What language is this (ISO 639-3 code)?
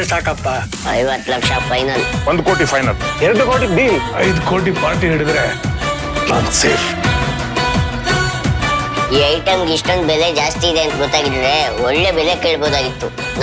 kan